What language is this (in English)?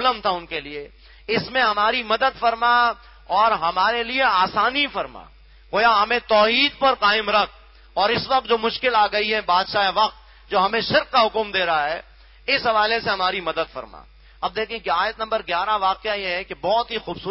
Urdu